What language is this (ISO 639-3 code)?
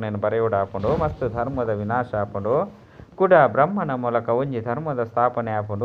tcy